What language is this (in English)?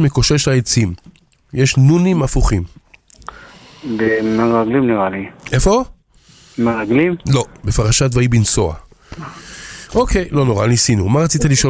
Hebrew